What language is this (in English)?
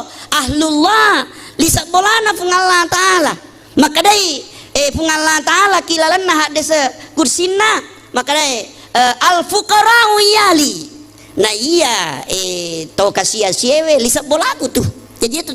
Buginese